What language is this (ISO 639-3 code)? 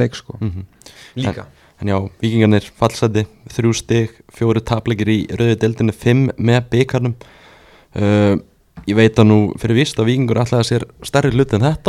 isl